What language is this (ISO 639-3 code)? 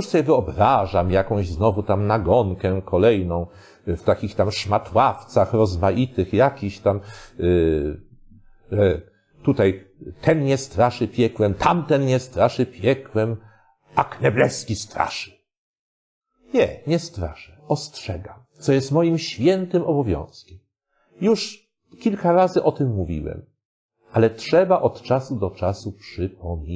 pol